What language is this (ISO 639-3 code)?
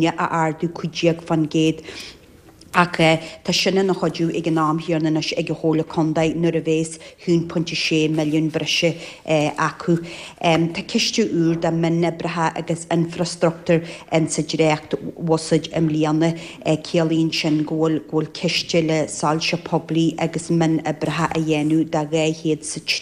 gle